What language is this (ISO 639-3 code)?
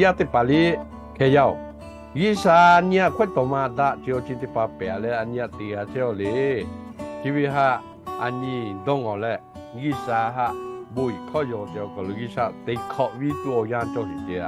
lhu